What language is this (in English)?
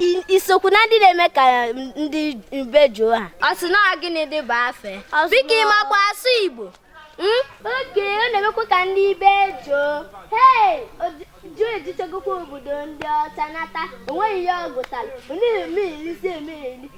Igbo